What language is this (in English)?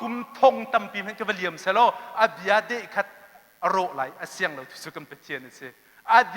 Hakha Chin